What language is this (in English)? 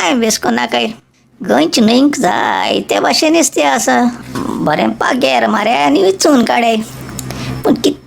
Konkani